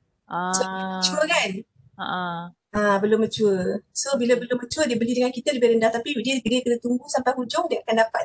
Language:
Malay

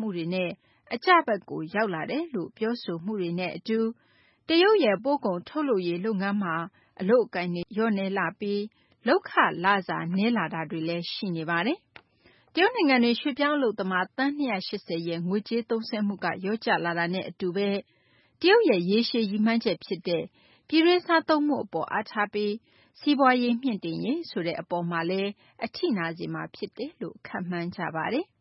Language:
Burmese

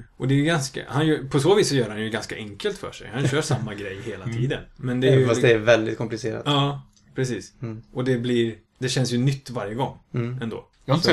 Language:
Swedish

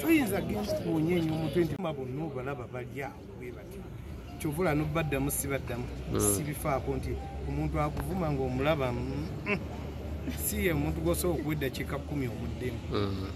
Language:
Ganda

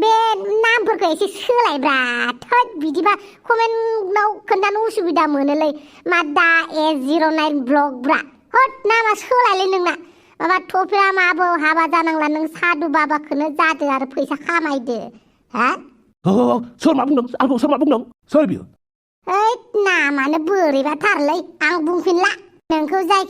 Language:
Bodo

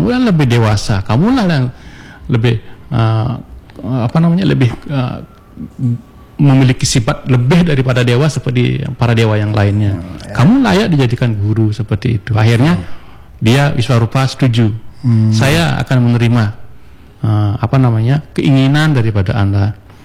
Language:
Indonesian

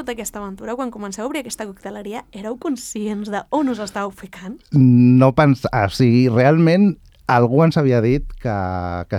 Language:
Catalan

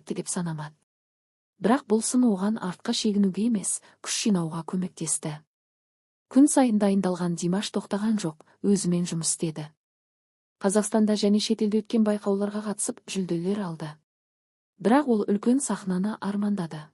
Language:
Kazakh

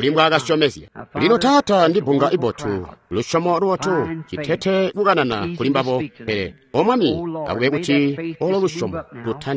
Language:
Tonga (Zambia)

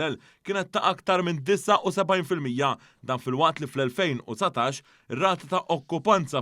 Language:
Maltese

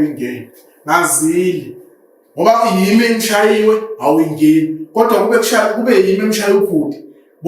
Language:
Zulu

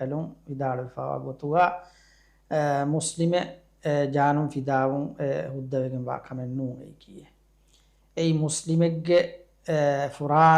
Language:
Divehi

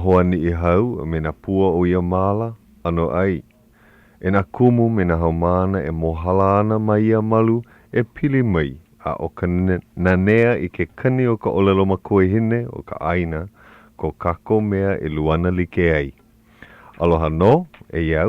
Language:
Hawaiian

